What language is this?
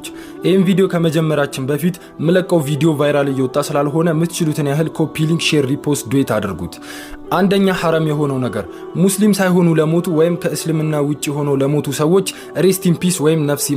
Amharic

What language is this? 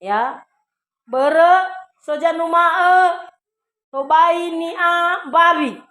Nias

